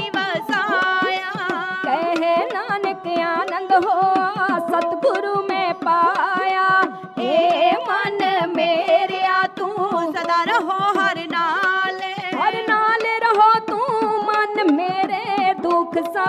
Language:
Punjabi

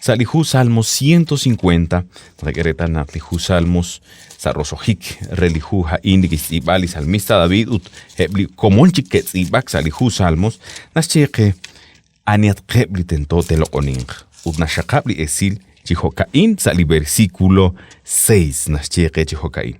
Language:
Kekchí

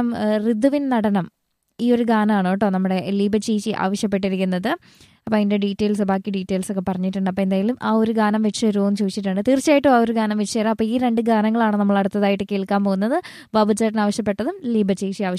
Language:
Malayalam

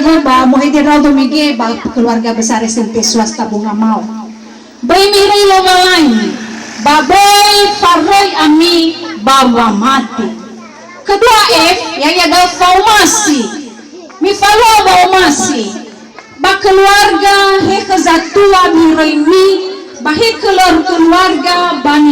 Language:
Nias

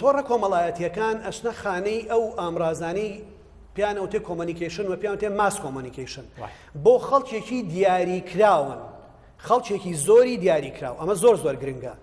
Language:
Central Kurdish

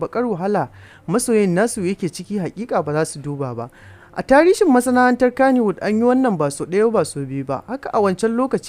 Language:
Hausa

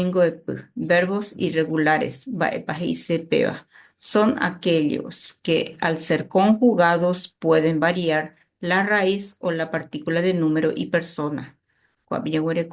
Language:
Guarani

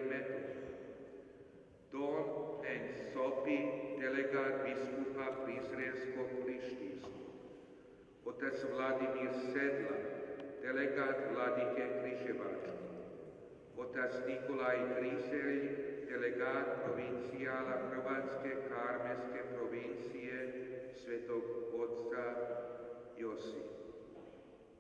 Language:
Croatian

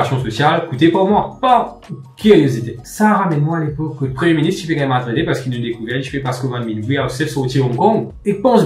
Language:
Morisyen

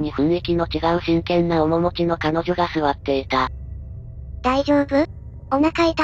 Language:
Japanese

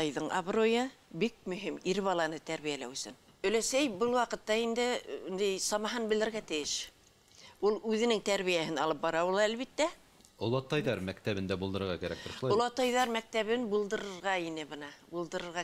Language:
Bashkir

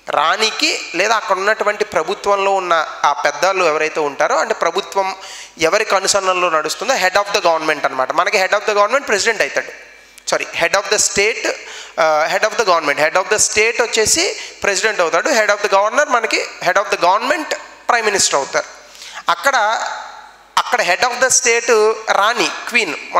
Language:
Telugu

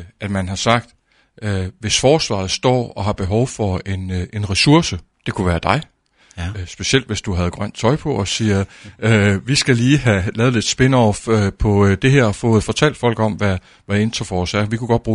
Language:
Danish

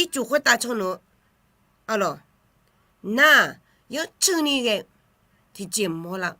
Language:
Akha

